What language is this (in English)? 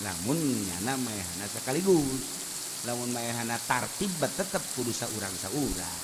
Sundanese